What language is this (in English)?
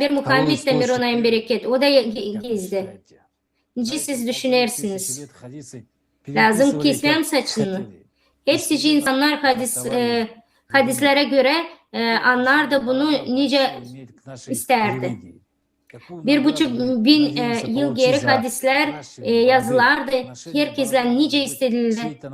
Gagauz